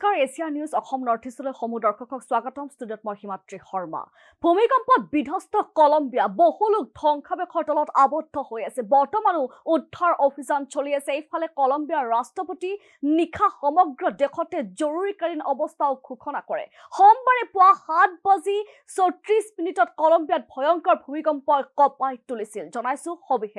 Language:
Assamese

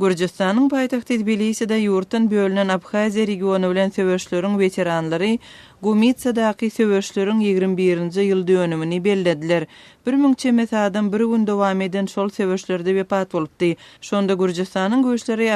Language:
Turkmen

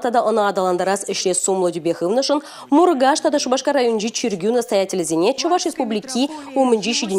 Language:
Chuvash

